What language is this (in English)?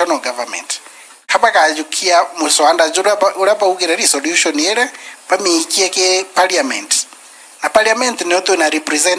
Meru